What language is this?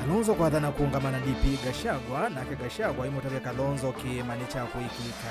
Kamba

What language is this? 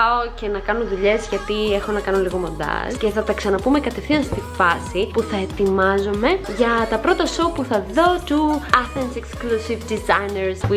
Greek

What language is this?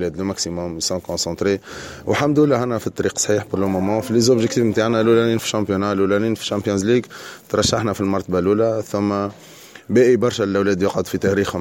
Tunisian Arabic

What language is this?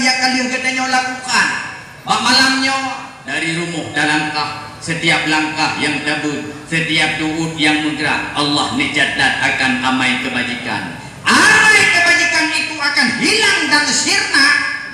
Achinese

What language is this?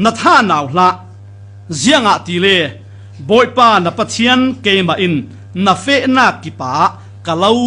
Falam Chin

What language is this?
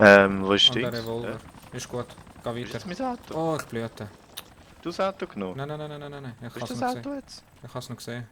Swiss German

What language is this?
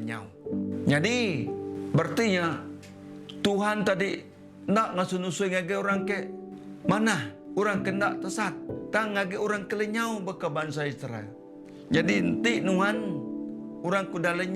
Iban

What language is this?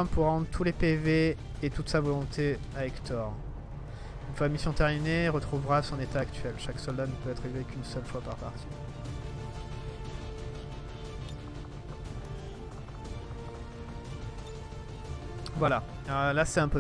French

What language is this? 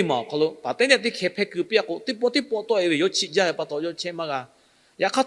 Lahu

